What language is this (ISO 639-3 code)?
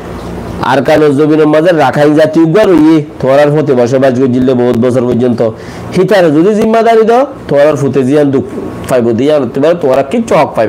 rhg